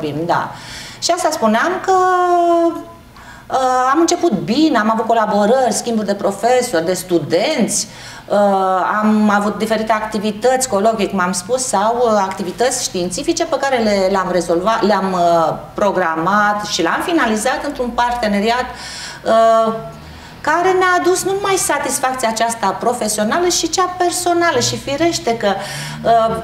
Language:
Romanian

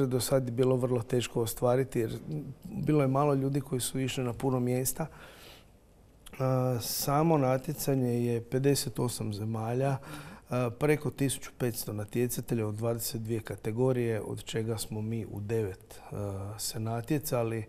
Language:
Croatian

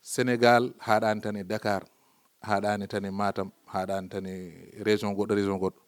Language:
Fula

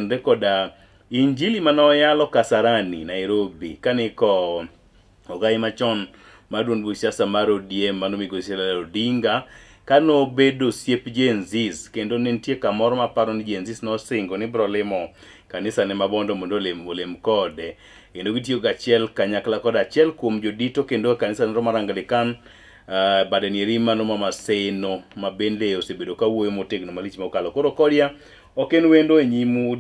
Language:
Luo (Kenya and Tanzania)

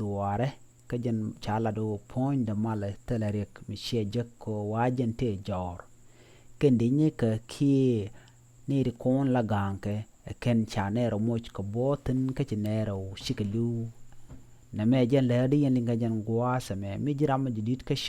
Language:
Nuer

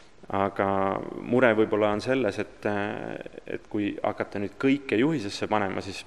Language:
Estonian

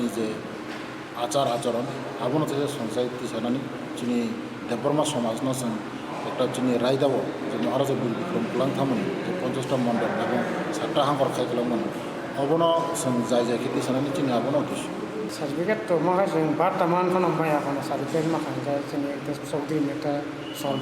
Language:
Kok Borok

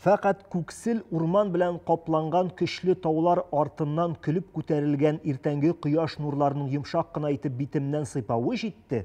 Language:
Tatar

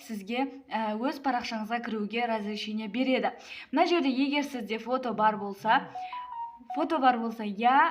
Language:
Kazakh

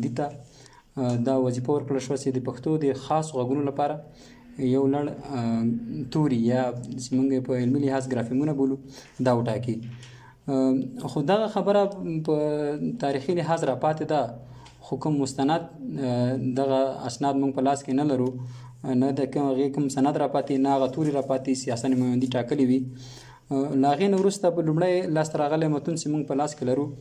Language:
Pashto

